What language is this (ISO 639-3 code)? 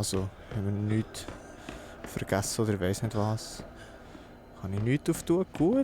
gsw